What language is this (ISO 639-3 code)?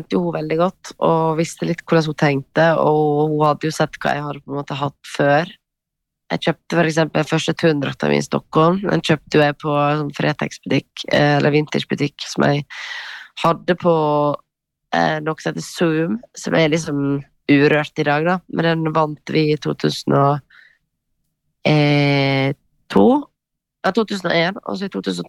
nor